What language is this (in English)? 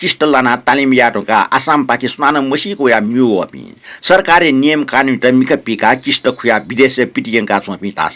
Newari